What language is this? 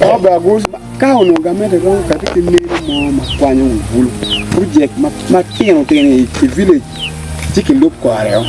Acoli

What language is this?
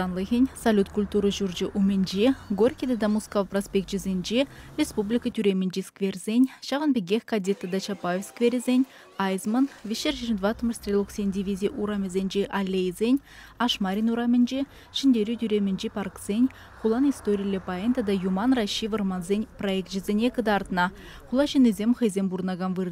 Chuvash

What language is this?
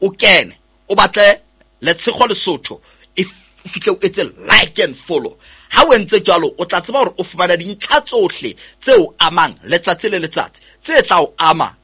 Southern Sotho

